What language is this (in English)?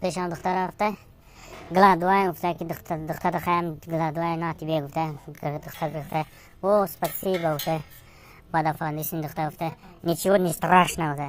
Tajik